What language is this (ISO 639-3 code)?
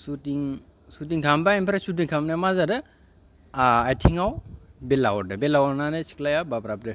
brx